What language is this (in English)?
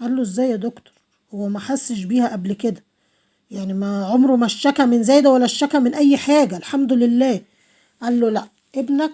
Egyptian Arabic